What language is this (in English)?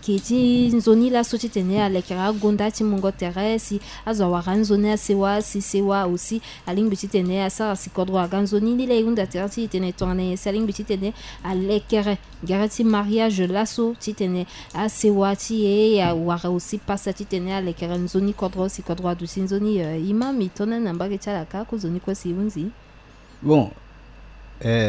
Sango